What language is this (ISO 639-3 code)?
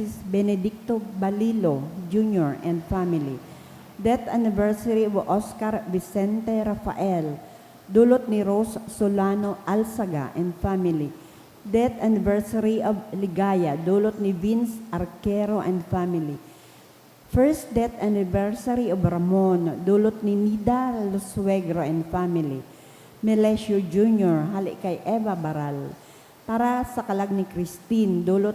bik